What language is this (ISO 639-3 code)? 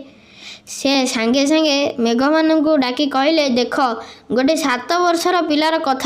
ori